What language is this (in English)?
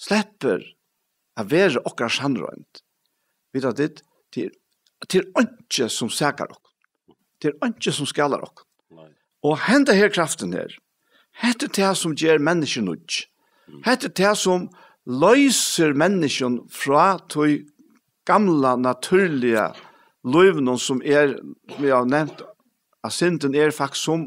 Faroese